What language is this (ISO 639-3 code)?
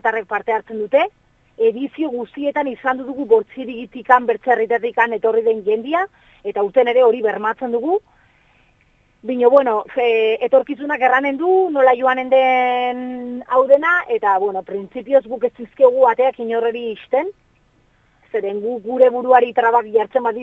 eus